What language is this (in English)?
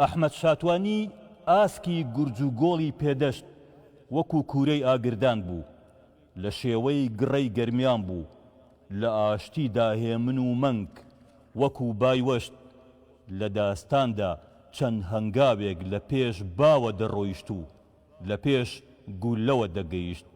Central Kurdish